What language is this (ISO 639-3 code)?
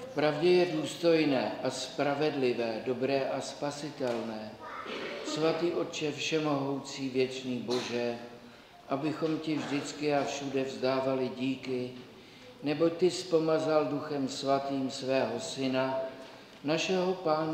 ces